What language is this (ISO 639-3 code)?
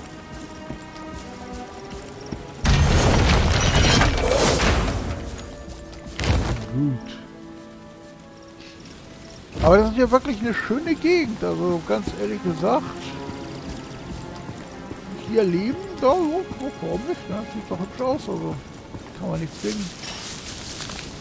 deu